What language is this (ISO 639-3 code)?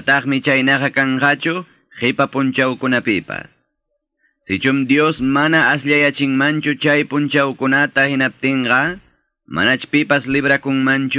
que